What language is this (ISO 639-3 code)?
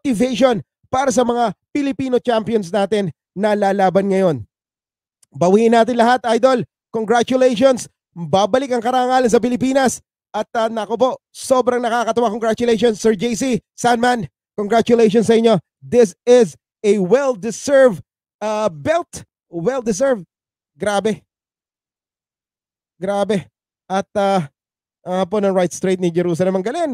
fil